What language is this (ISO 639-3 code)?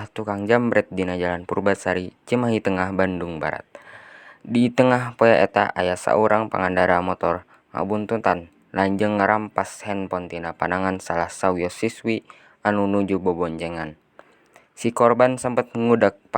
sun